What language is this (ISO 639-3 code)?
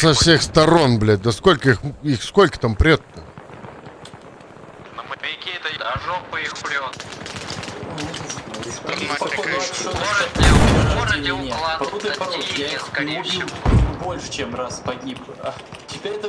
rus